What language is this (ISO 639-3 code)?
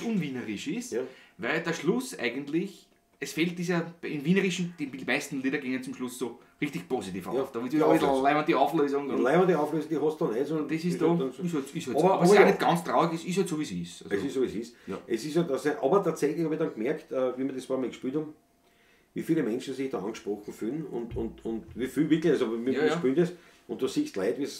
bar